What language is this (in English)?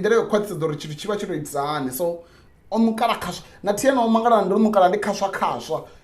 Venda